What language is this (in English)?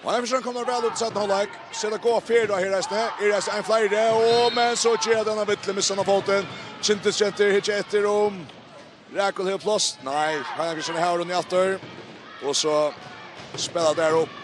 Faroese